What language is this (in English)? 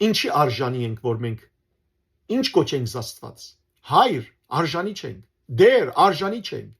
Western Armenian